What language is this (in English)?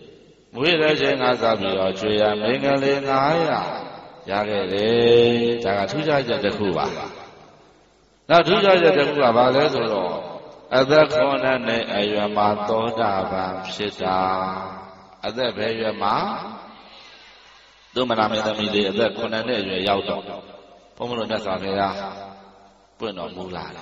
Burmese